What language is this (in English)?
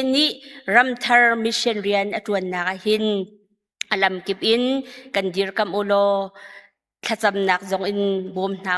Hakha Chin